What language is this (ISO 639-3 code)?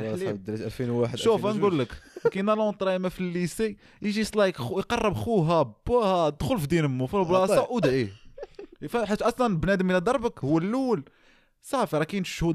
ary